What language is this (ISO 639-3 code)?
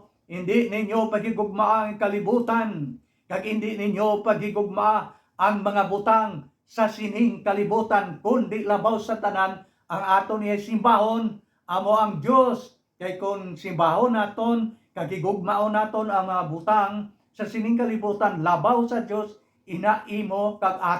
hil